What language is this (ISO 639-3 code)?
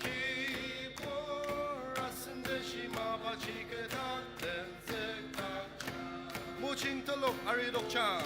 njo